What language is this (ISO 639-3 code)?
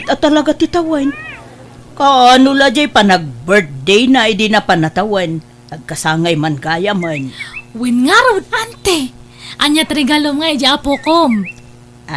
ilo